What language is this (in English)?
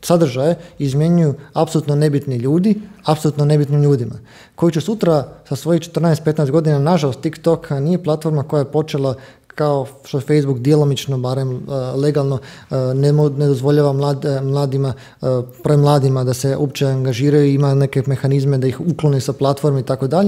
Croatian